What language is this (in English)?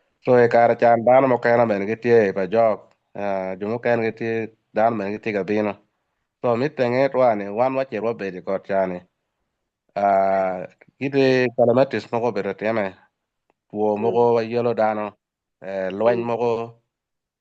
Acoli